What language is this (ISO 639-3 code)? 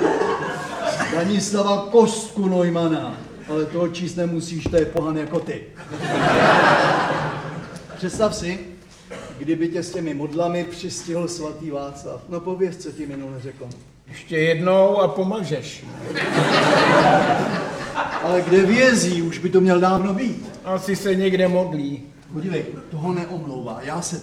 ces